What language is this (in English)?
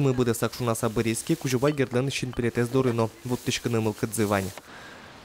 Udmurt